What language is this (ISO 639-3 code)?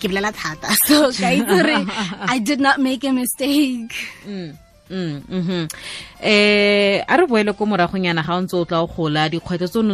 tsn